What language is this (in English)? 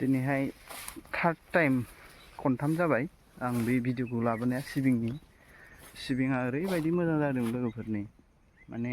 Bodo